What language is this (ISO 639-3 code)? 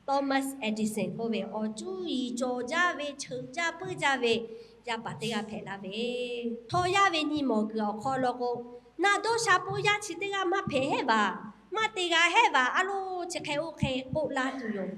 lhu